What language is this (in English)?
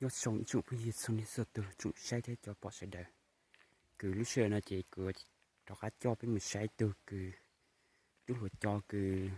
Hmong